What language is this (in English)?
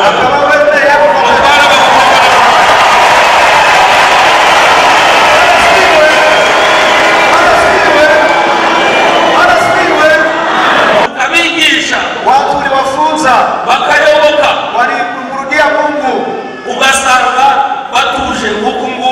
Kinyarwanda